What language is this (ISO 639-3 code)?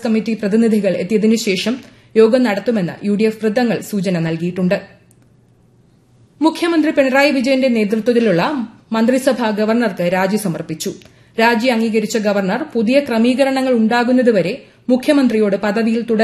mal